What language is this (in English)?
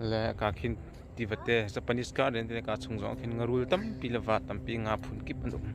Hakha Chin